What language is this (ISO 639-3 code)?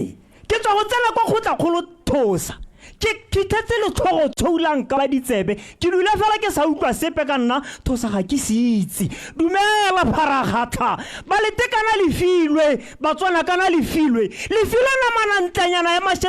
tsn